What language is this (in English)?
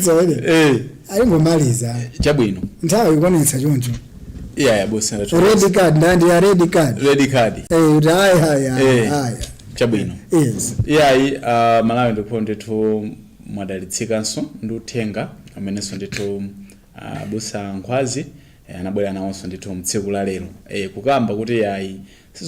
Nyanja